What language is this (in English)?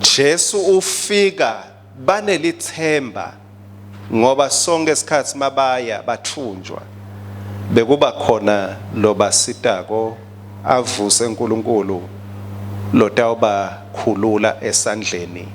Swati